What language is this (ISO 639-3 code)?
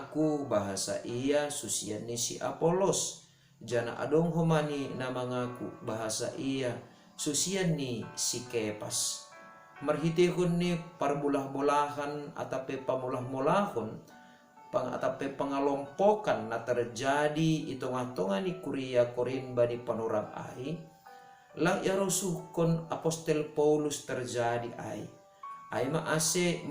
bts